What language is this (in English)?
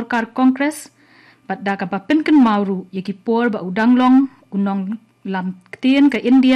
Khasi